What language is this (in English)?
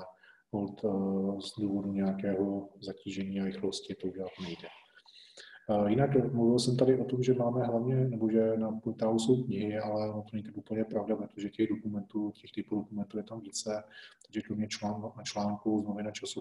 Czech